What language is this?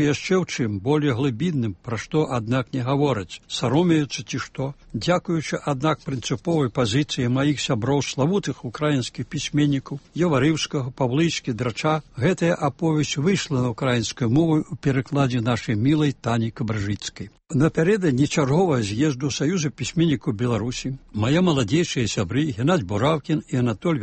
Belarusian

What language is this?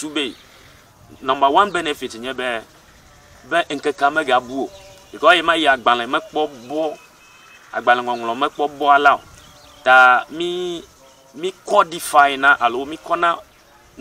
Ewe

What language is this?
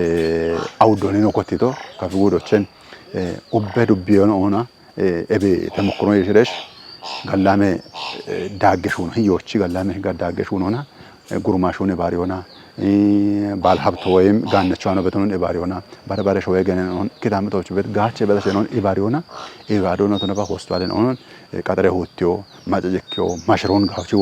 Kafa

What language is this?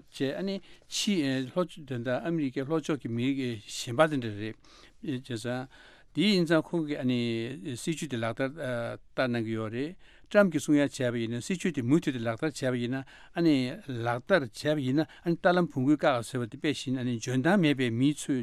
Tibetan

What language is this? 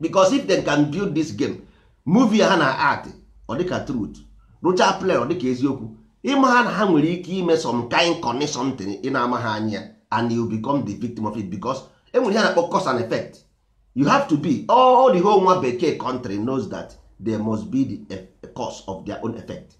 Igbo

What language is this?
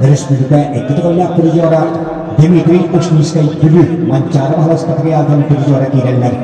Yakut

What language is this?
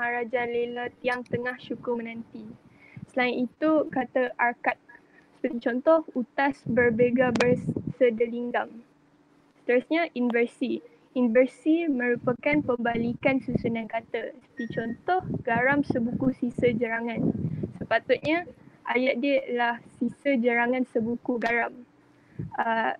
Malay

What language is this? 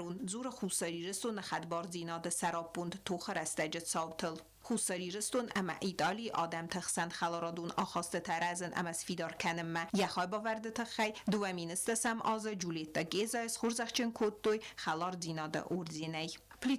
Ossetic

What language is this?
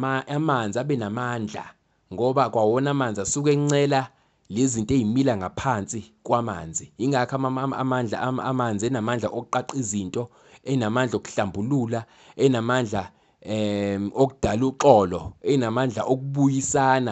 Zulu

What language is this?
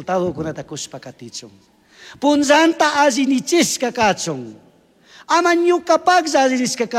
Chimborazo Highland Quichua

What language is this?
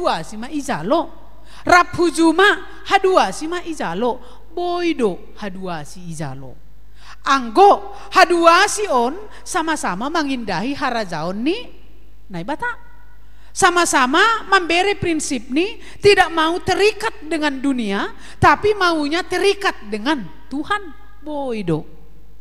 Batak Simalungun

